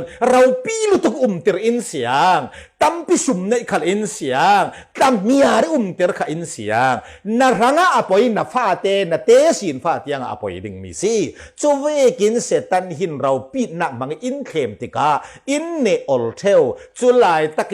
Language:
Falam Chin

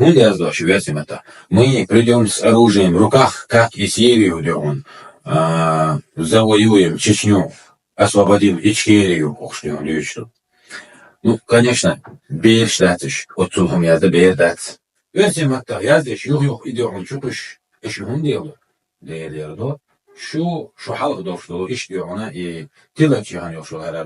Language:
Chechen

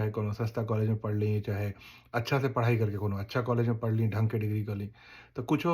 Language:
Bhojpuri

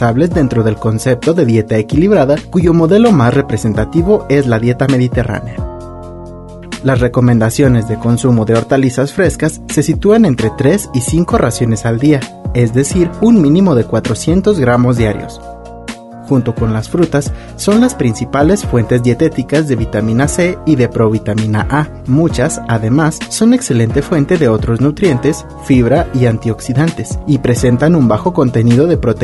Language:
Spanish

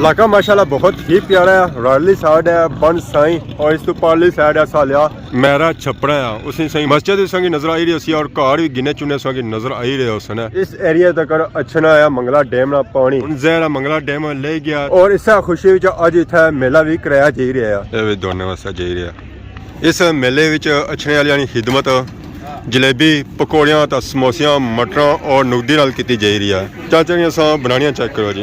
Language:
Pahari-Potwari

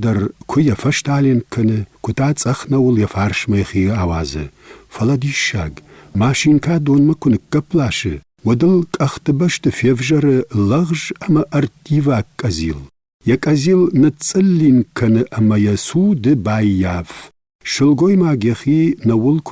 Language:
Ossetic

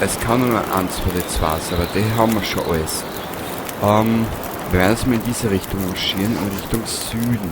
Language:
Bavarian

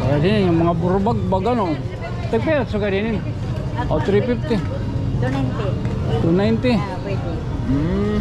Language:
Waray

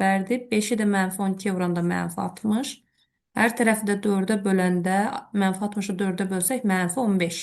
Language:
Azerbaijani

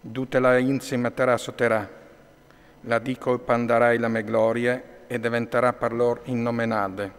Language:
Friulian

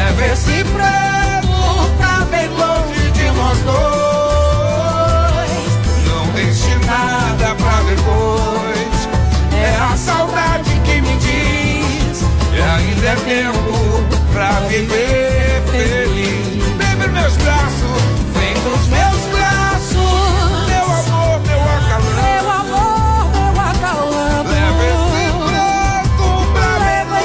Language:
Portuguese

